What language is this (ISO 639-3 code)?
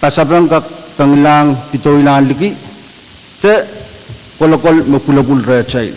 pon